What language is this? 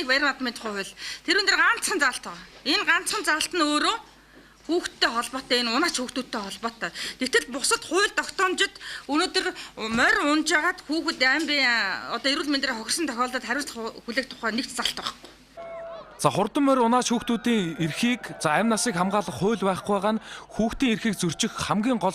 Mongolian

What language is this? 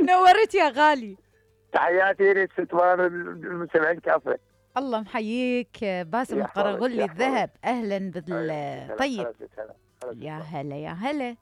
Mesopotamian Arabic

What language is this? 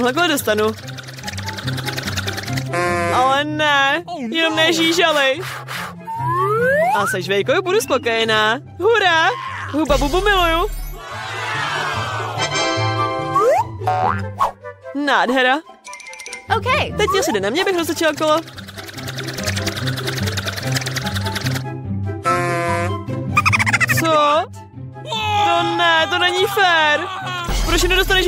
Czech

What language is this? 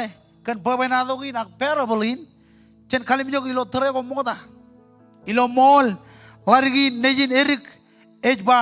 Marshallese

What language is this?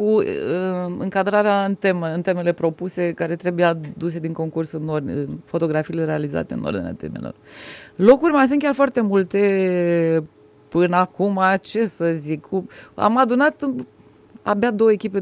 Romanian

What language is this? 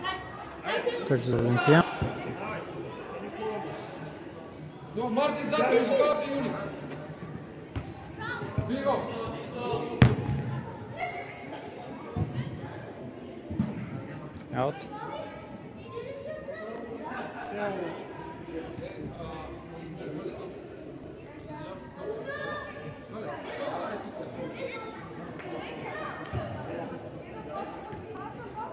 Bulgarian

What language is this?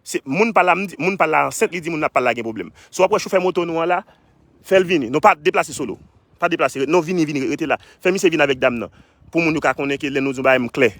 Haitian Creole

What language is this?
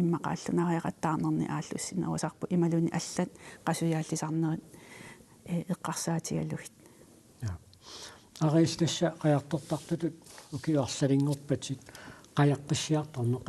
Kalaallisut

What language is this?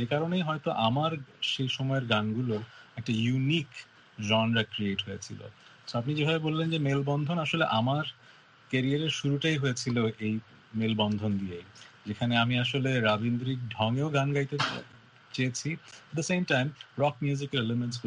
Bangla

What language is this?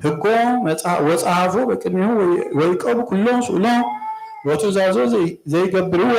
Geez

